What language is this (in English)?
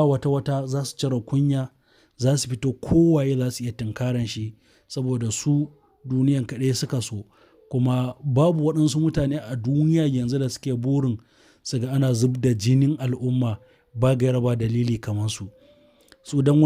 Hausa